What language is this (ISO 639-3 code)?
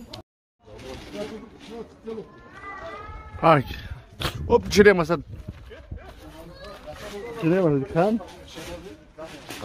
tur